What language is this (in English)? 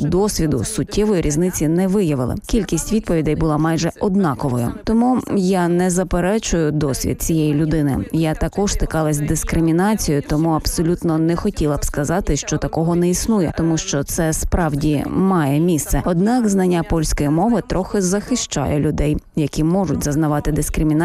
Ukrainian